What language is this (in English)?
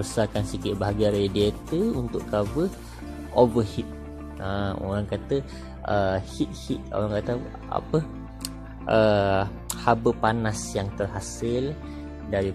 Malay